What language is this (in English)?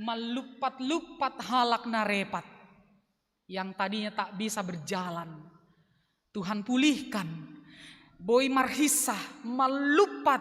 Batak Simalungun